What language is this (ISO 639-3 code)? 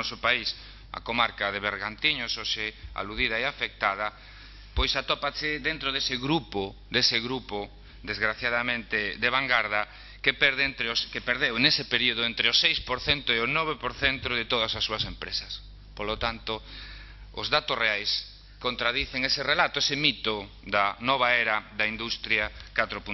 glg